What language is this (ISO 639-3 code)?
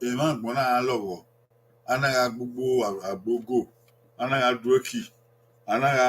bin